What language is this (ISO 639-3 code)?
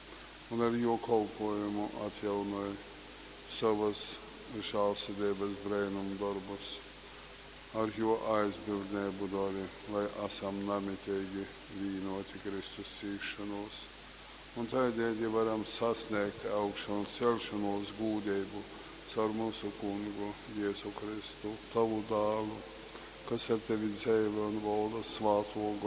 ltg